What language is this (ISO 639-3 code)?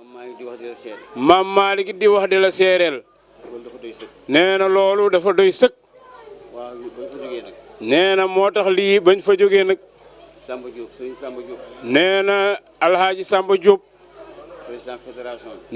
wol